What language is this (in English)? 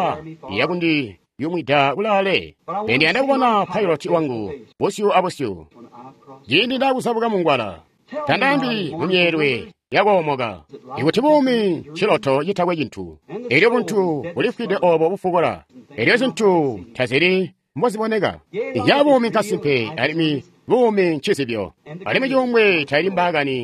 Tonga (Zambia)